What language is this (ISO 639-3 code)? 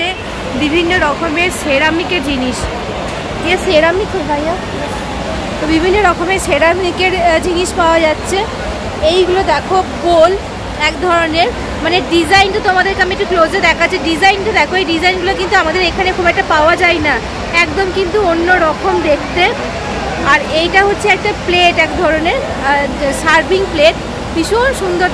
ben